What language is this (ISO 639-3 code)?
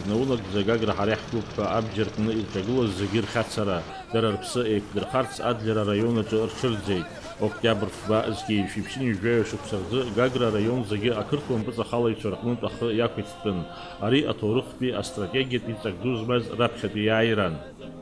abk